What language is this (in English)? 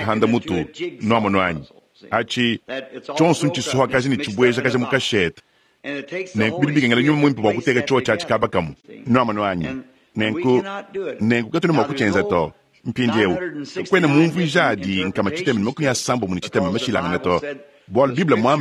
Luba-Lulua